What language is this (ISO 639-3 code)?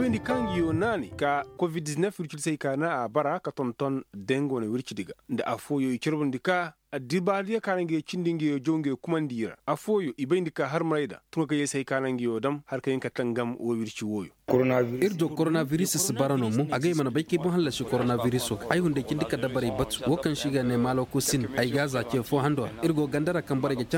ses